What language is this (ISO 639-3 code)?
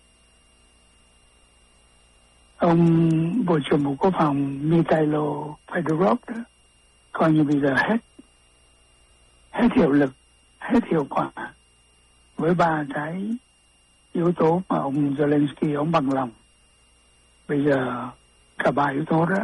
vie